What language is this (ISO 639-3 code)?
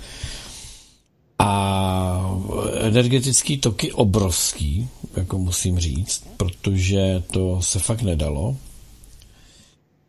ces